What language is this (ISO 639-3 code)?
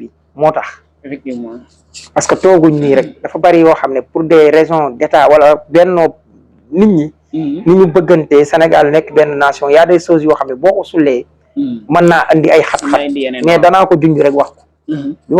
wol